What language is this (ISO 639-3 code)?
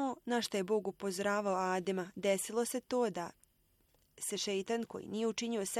bos